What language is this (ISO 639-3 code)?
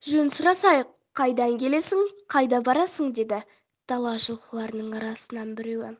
kaz